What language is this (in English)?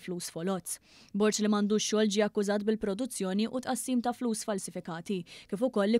Maltese